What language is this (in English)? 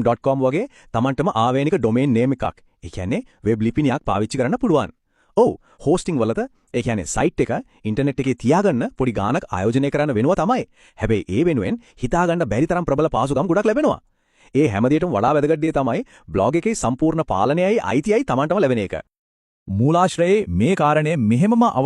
Sinhala